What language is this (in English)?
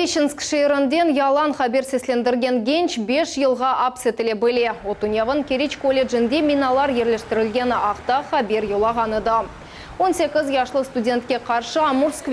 Crimean Tatar